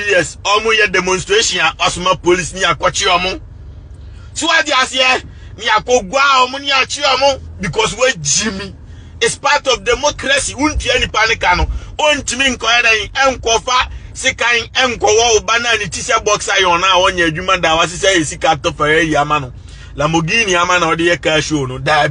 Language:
Akan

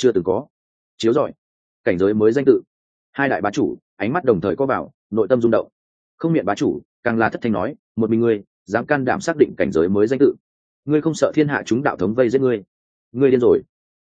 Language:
Vietnamese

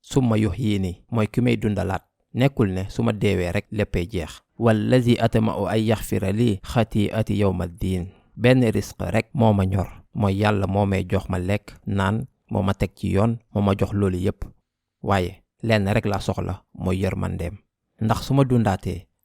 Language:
Wolof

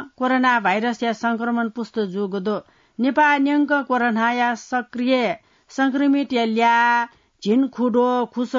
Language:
Newari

